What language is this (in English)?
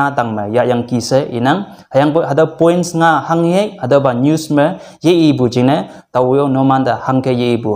Konyak Naga